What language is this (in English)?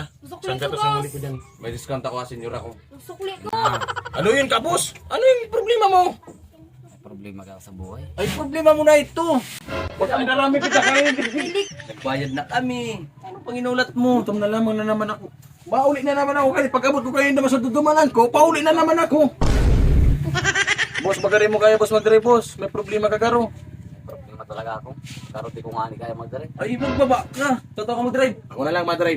Bikol